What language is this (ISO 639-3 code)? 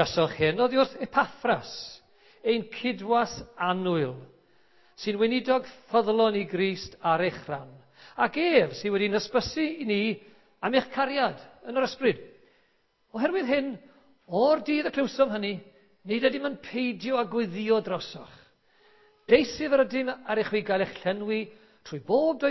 cym